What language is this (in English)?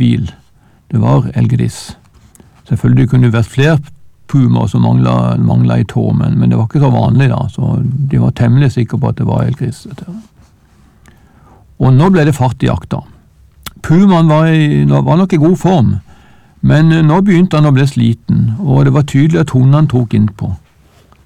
Norwegian